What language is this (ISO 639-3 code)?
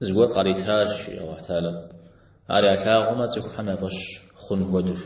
kbd